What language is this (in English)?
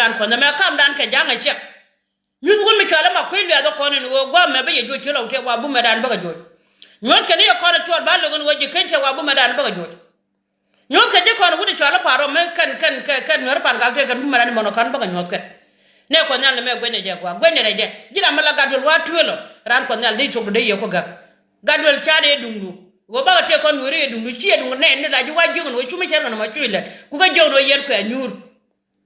Nuer